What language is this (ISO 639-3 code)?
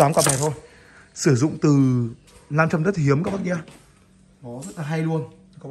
vie